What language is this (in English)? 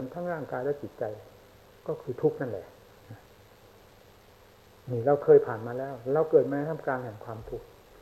Thai